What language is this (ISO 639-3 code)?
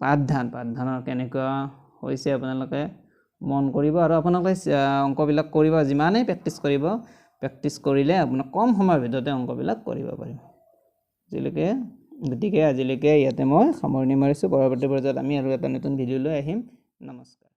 asm